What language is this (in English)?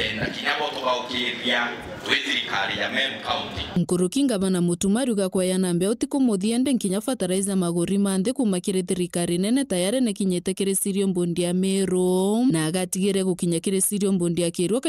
Meru